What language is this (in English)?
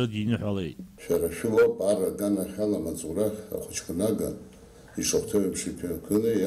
Abkhazian